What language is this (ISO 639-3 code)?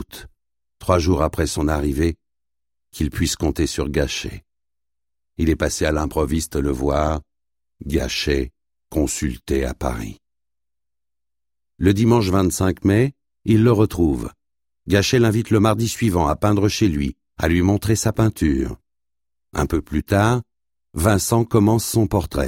fra